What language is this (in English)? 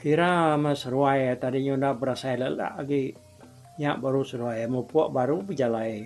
Iban